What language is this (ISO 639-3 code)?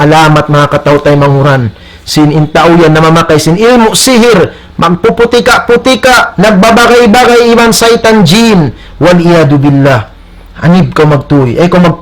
tsg